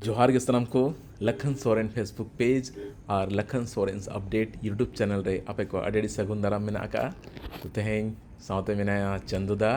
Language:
Santali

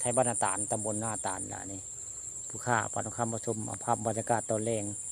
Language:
Northeastern Thai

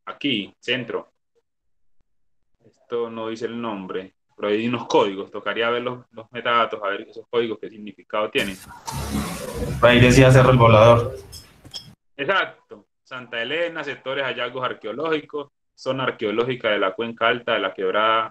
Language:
Spanish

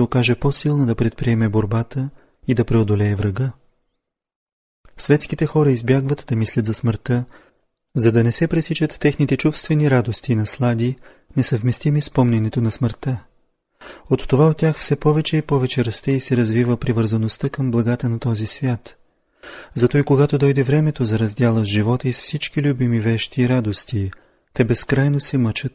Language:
Bulgarian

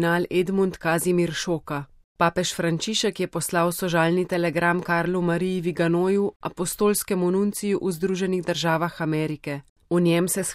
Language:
Slovenian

